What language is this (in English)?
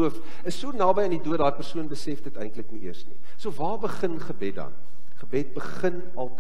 Afrikaans